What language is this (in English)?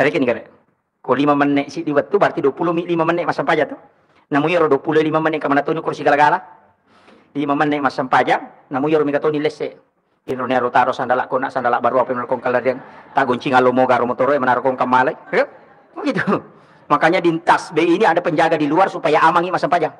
Buginese